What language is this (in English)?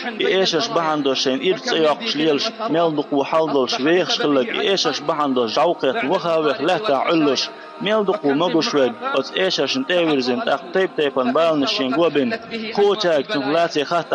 Chechen